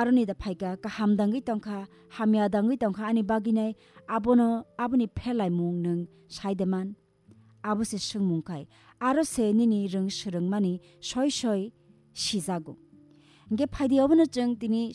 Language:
Kok Borok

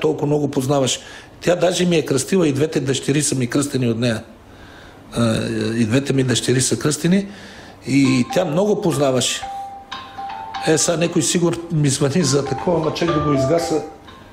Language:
Bulgarian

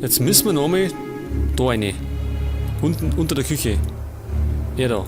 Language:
Bavarian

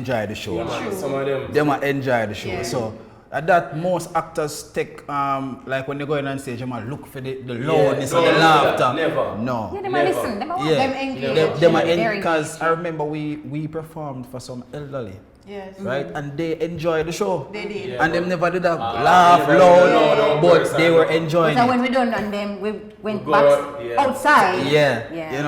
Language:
Jamaican Creole English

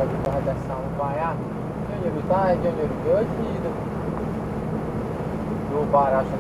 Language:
Hungarian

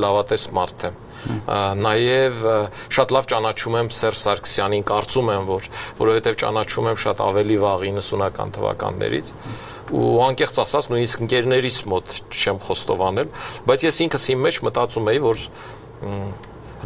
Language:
Armenian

